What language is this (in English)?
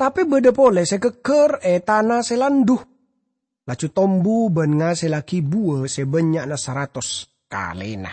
Madurese